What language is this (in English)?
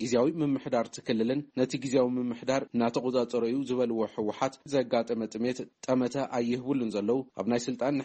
Tigrinya